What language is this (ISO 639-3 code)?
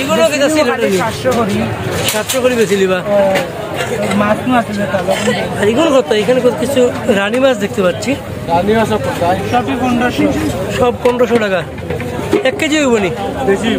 syl